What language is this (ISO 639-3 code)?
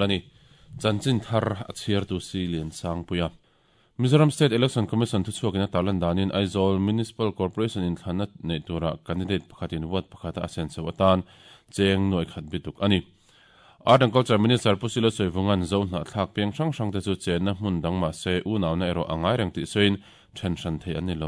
lus